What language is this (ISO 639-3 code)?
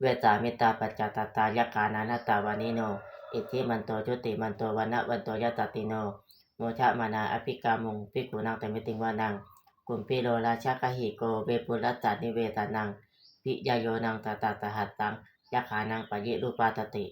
pli